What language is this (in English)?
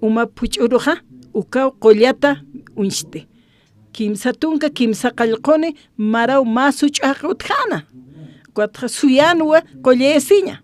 Aymara